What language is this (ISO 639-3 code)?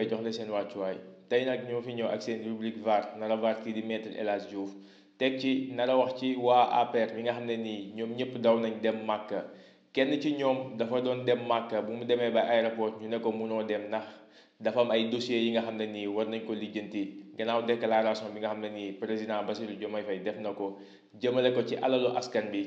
wol